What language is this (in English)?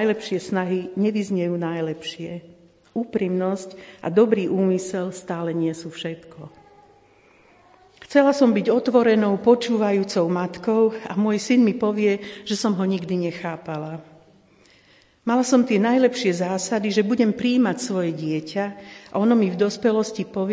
Slovak